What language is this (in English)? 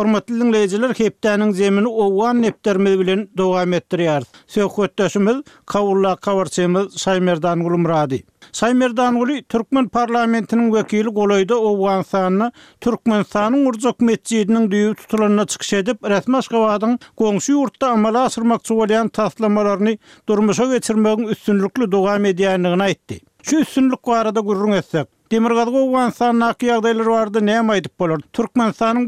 Turkmen